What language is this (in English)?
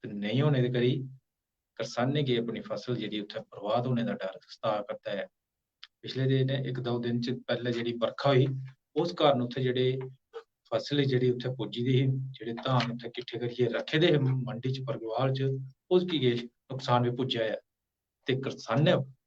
Dogri